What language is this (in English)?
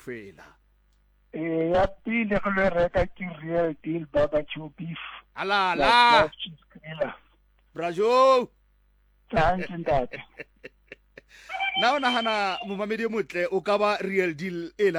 Southern Sotho